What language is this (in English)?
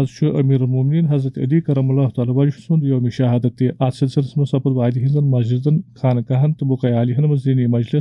Kashmiri